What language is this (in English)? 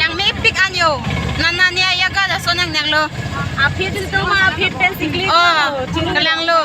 Karbi